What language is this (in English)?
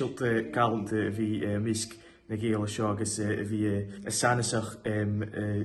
Scottish Gaelic